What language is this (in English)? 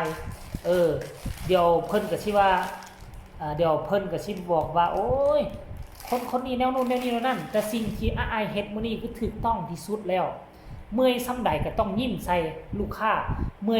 Northeastern Thai